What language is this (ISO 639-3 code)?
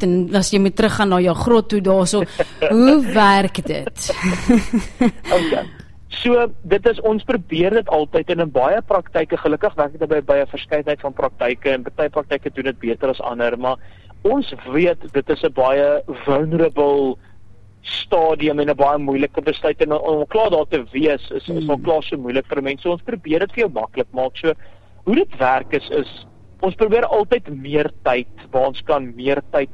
afr